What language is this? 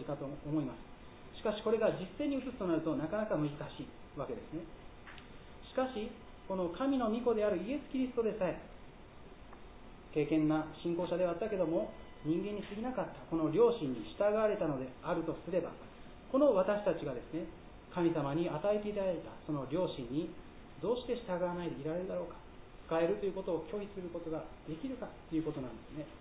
Japanese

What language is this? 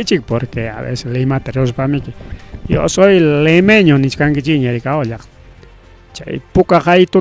Ayacucho Quechua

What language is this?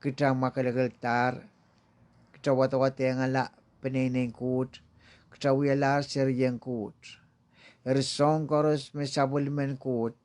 Pohnpeian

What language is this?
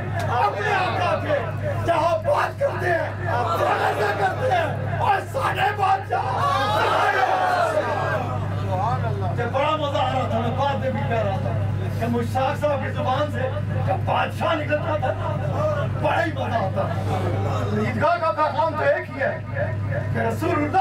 Urdu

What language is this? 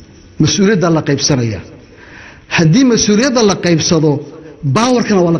Somali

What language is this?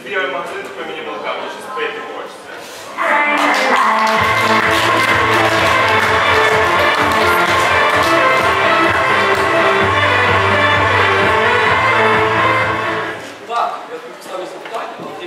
Ukrainian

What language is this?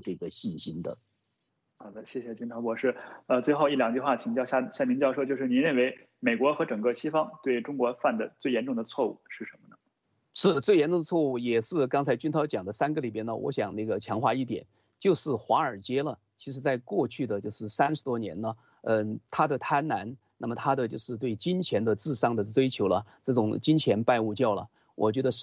Chinese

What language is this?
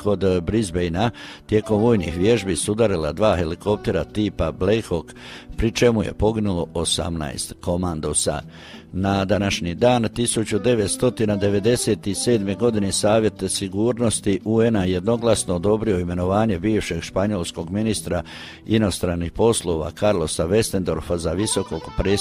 Croatian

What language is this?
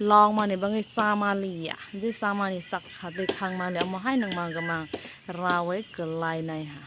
Kok Borok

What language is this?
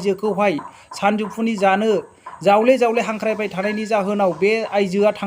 Bodo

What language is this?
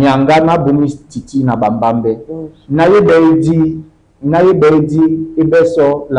Duala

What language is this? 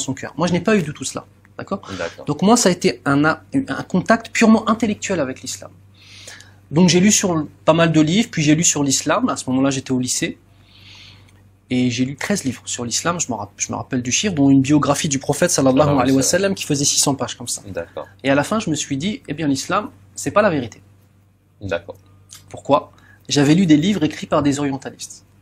French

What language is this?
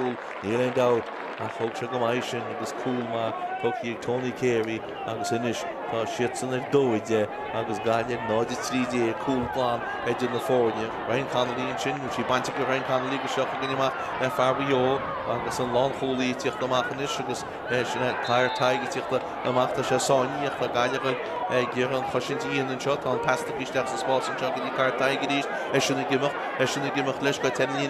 Irish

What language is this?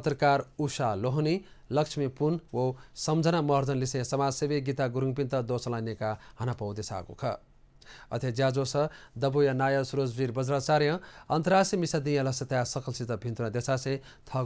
Newari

